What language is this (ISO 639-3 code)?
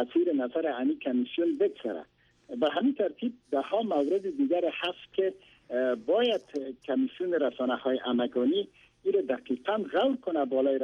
fas